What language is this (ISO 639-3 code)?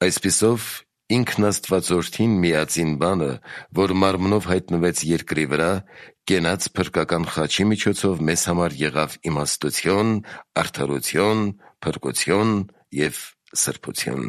hye